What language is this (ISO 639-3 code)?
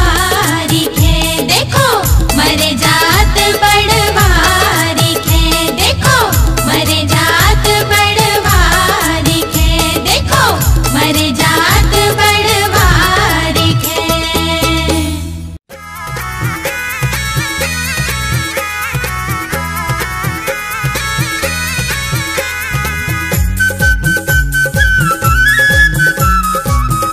bns